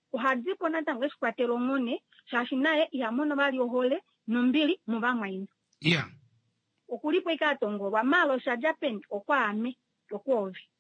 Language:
Kuanyama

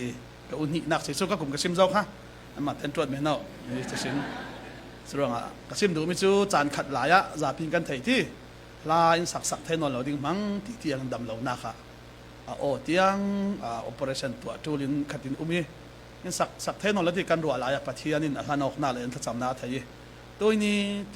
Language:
Falam Chin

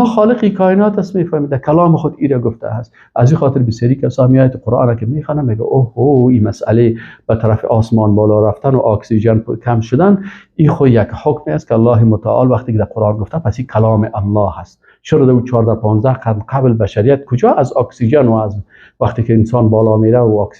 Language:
Persian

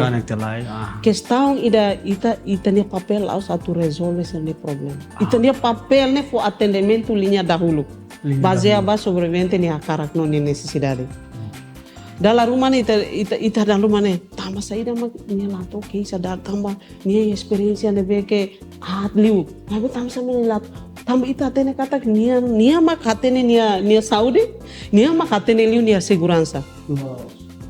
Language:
Tetum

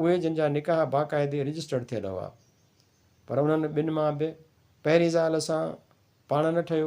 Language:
Sindhi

